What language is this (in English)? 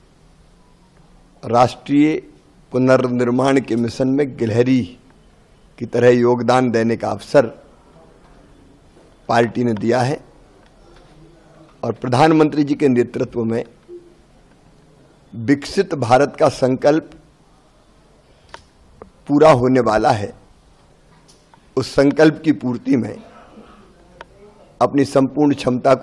Hindi